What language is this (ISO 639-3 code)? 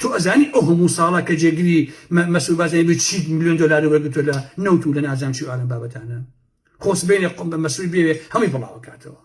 ckb